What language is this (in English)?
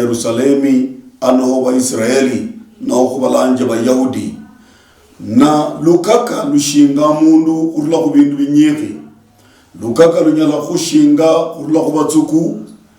Luyia